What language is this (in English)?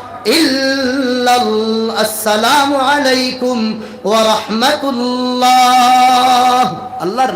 Sylheti